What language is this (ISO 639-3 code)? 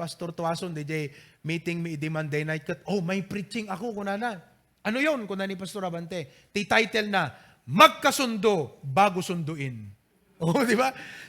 ilo